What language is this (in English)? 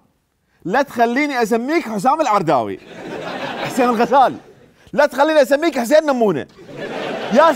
Mesopotamian Arabic